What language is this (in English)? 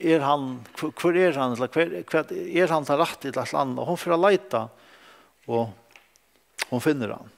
Faroese